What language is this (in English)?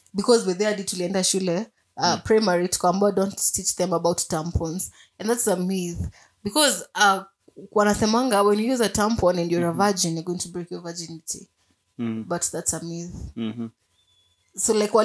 Swahili